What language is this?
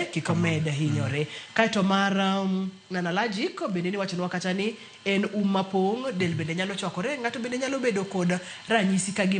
Luo (Kenya and Tanzania)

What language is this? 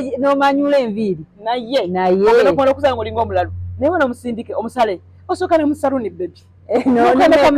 Ganda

